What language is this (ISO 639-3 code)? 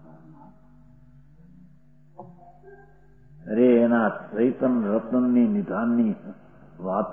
guj